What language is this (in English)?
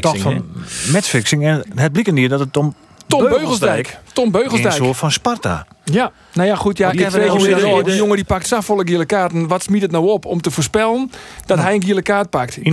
Western Frisian